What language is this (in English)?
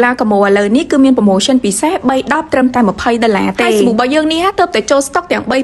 Khmer